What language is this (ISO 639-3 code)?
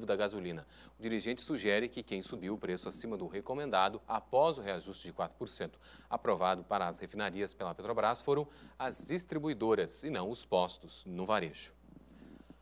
por